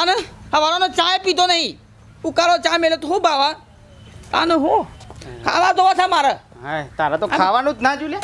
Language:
Gujarati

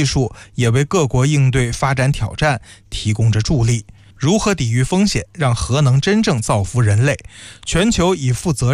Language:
Chinese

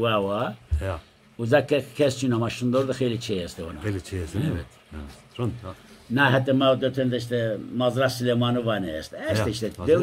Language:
Zaza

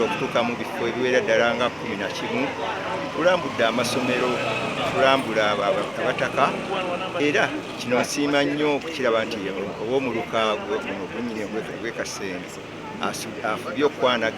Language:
Ganda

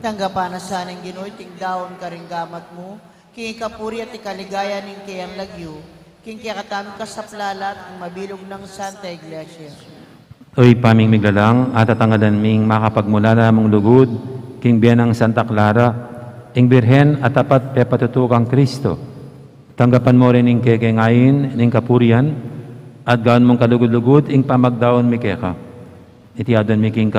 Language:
Pampanga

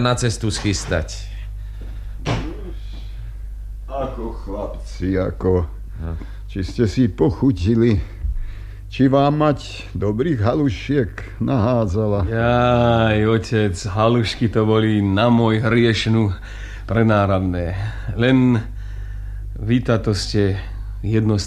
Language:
Slovak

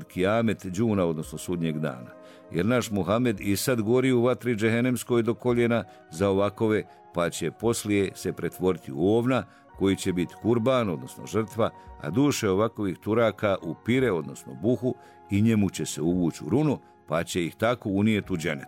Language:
Bosnian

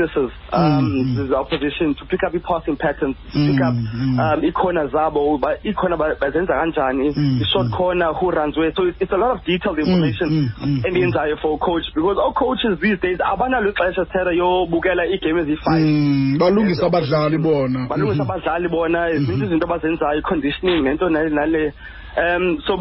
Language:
Xhosa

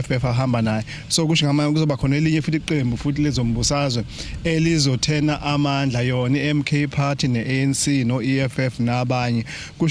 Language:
Zulu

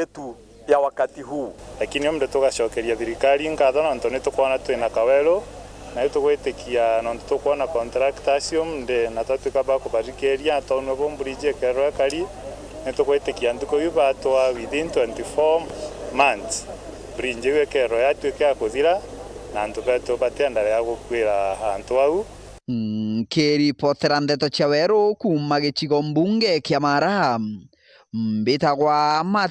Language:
Meru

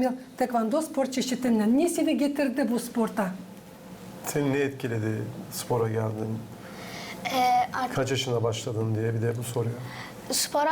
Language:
Gagauz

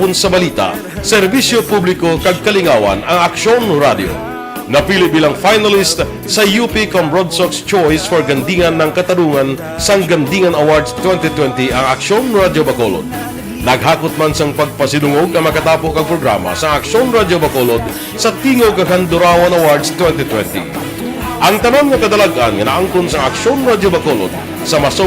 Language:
Hiligaynon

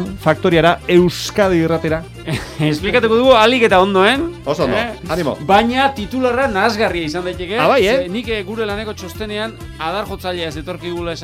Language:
Basque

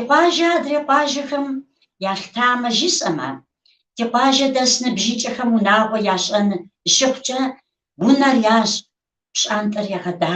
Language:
Kabardian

